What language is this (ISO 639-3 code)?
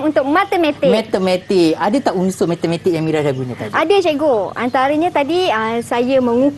msa